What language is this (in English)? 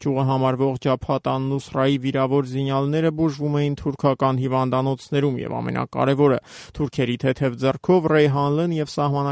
Armenian